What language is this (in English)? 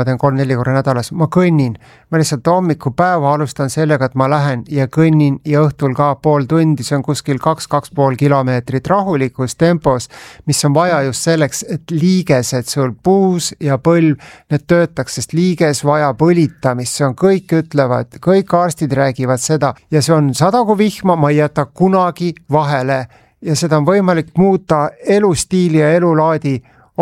Estonian